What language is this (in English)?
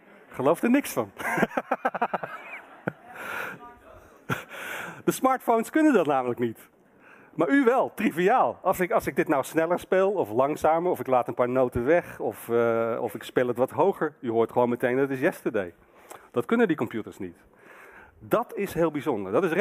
Dutch